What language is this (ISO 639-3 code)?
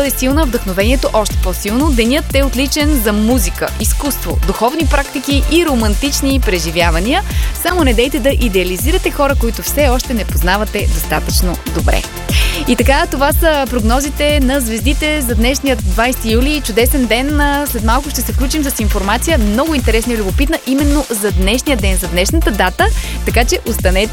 bul